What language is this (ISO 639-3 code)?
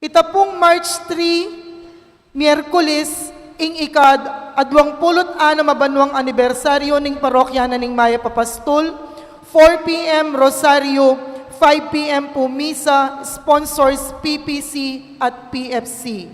pam